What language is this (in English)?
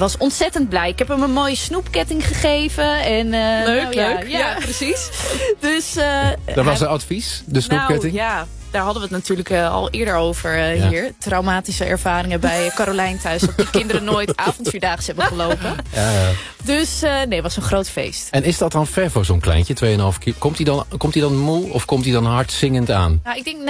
Dutch